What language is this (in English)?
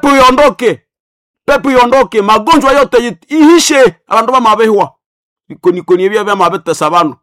Nande